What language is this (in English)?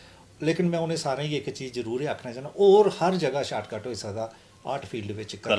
Dogri